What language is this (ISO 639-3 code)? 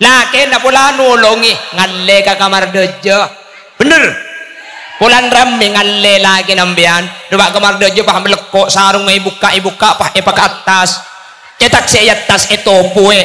mad